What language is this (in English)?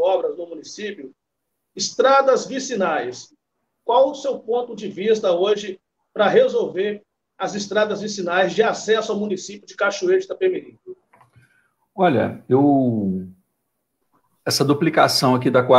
Portuguese